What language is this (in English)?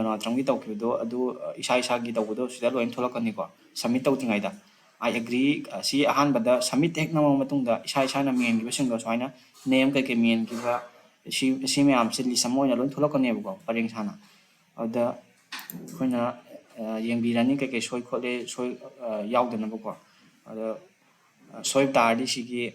Manipuri